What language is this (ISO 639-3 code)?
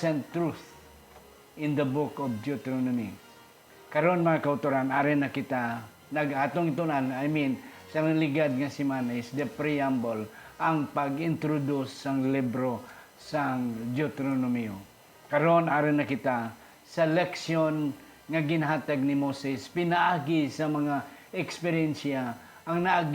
hil